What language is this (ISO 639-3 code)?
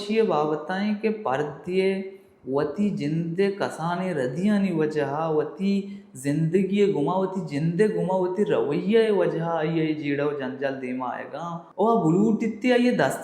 bal